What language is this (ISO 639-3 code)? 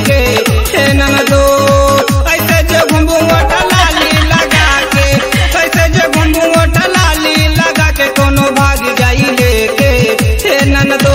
bho